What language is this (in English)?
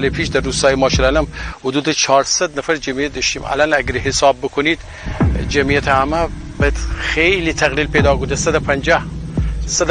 Gilaki